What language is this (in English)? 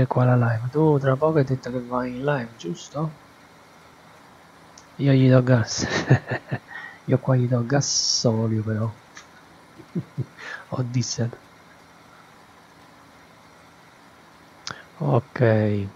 Italian